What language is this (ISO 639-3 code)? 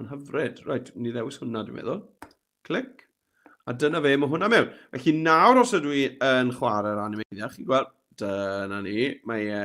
cym